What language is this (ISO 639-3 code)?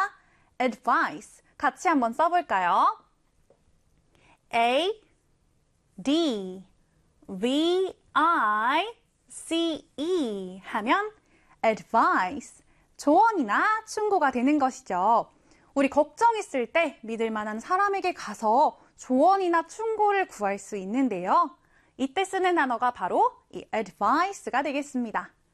kor